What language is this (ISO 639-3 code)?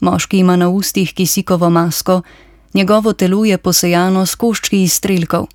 slv